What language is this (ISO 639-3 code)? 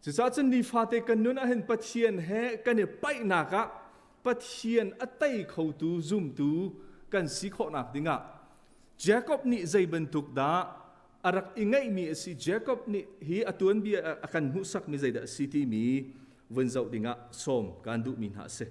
cnh